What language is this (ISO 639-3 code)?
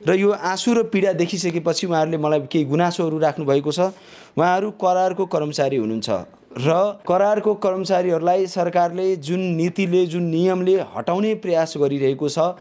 nep